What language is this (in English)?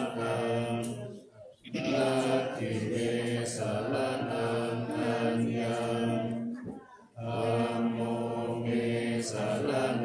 Pali